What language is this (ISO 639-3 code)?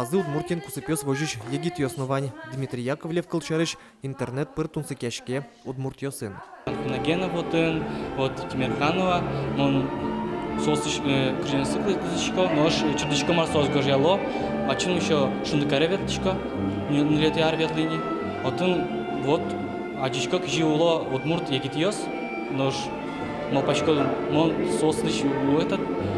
udm